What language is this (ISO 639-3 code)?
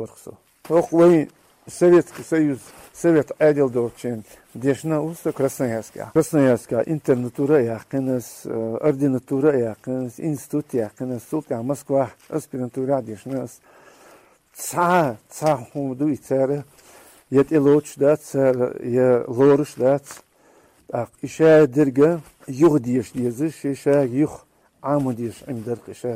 che